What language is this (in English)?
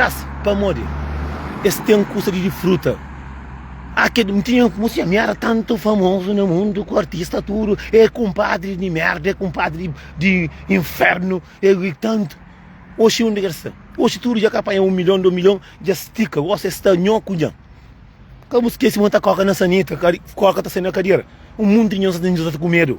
Kabuverdianu